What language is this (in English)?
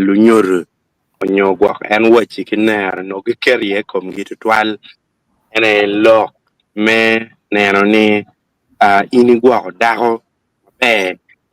Acoli